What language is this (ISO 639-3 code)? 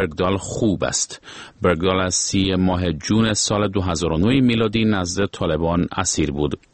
fas